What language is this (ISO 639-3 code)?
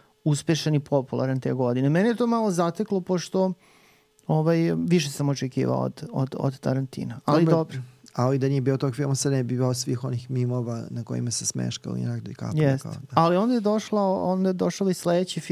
srp